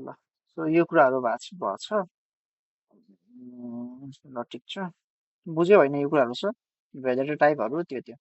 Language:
Nepali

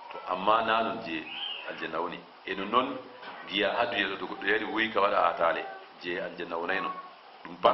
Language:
Fula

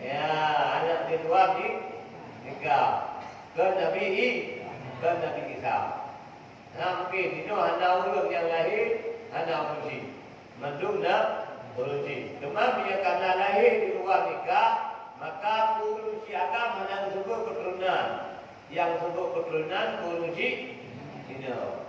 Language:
Achinese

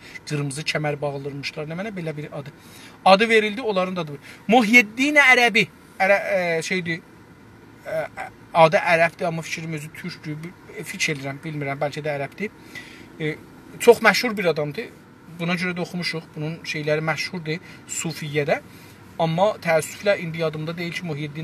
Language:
South Azerbaijani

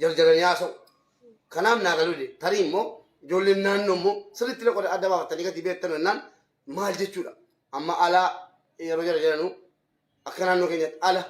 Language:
Oromo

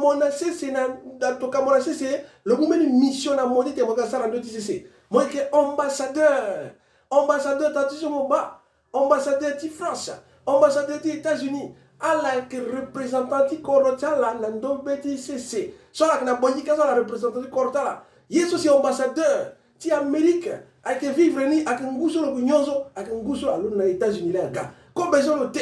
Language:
Sango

